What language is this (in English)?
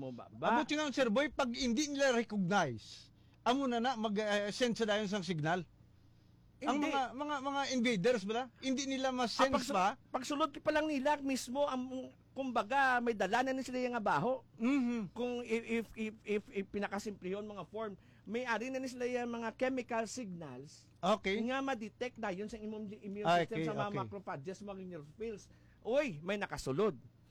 Hiligaynon